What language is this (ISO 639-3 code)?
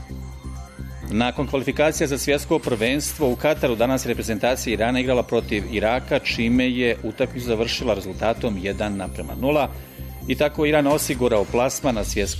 bos